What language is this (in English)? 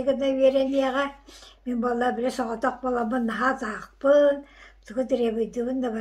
Yakut